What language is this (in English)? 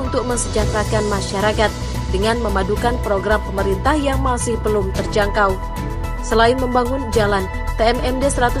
Indonesian